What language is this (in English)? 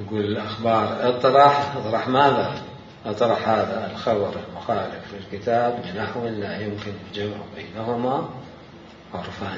Mesopotamian Arabic